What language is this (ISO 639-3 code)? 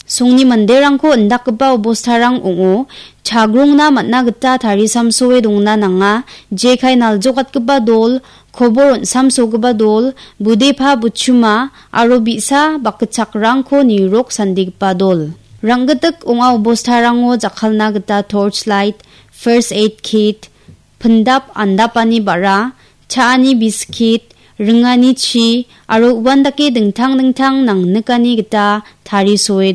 grt